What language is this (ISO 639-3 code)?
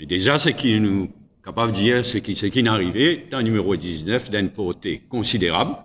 mfe